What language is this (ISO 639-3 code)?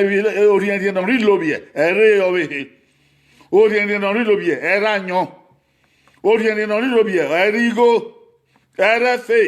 bin